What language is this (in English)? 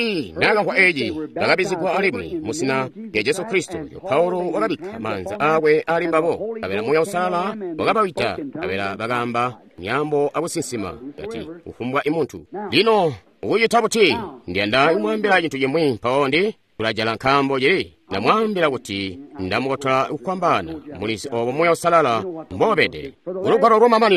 Tonga (Zambia)